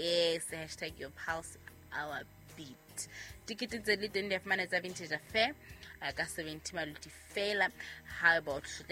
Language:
Southern Sotho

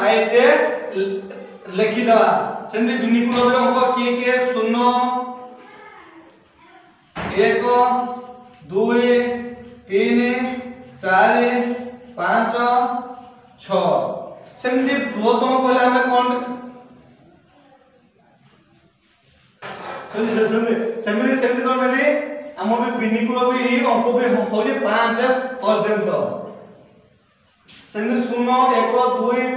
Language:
Odia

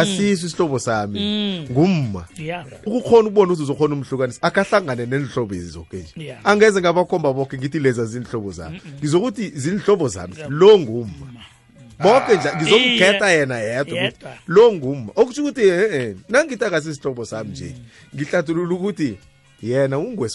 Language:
South Ndebele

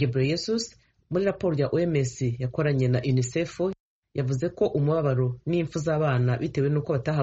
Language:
Kinyarwanda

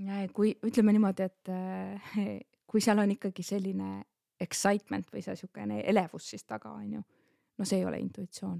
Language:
Estonian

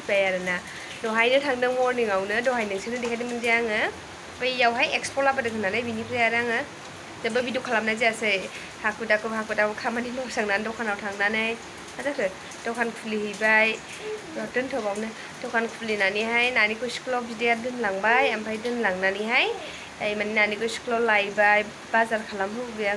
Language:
Bodo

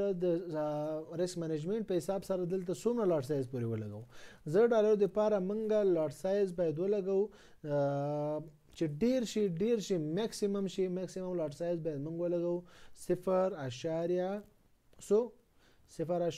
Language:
Pashto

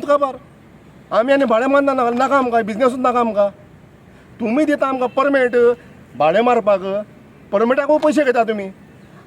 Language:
Konkani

